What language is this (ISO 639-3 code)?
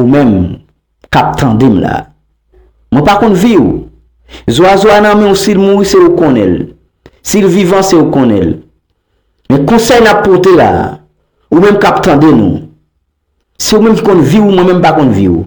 hat